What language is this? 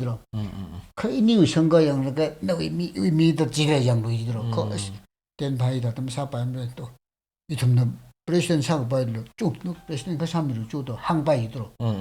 Tangkhul Naga (India)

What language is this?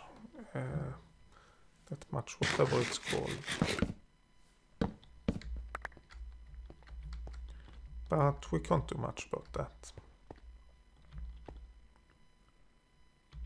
English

